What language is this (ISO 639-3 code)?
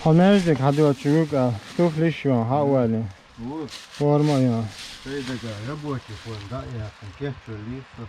che